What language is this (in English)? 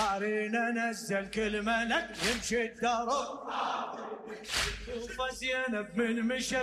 Mesopotamian Arabic